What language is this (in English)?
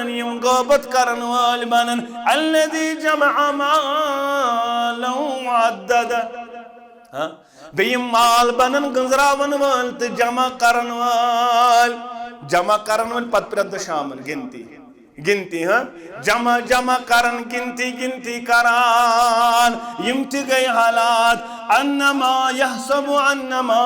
Kashmiri